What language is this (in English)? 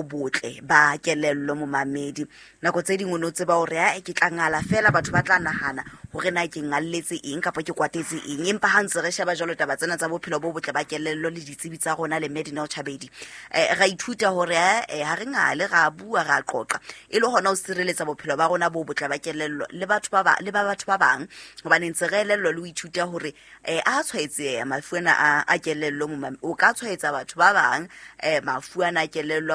Southern Sotho